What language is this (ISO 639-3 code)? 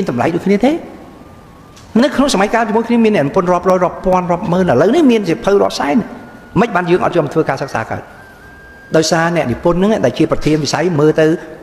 khm